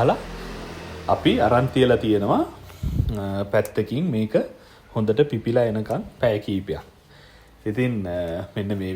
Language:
Sinhala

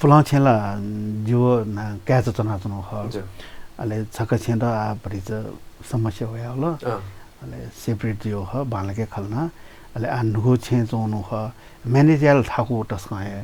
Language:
Newari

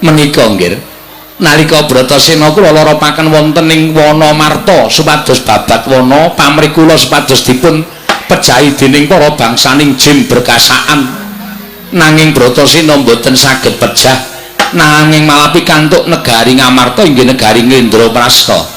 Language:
Javanese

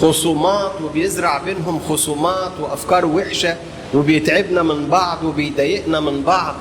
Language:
Egyptian Arabic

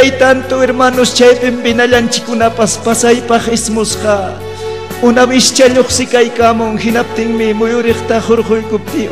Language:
Ayacucho Quechua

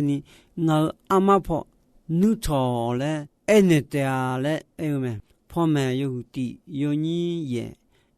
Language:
Akha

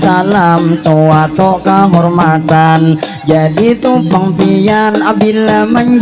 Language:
Banjar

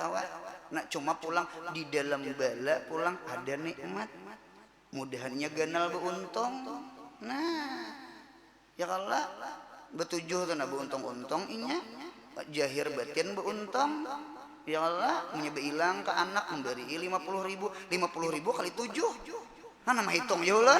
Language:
Banjar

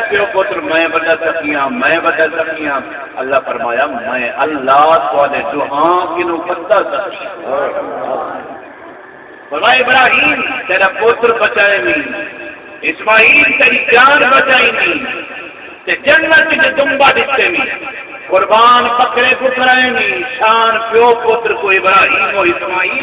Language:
Saraiki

